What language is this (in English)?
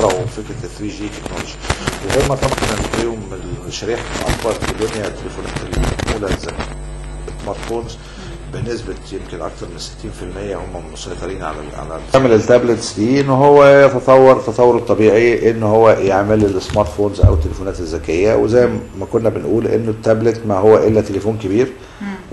Egyptian Arabic